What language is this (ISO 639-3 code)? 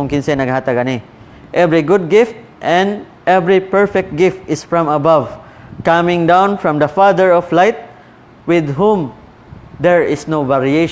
ceb